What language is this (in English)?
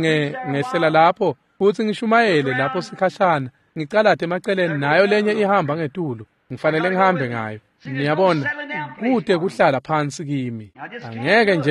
Swati